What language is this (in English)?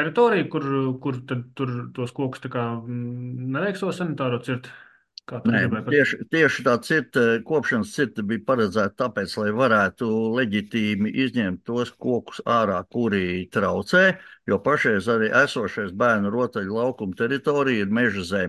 Latvian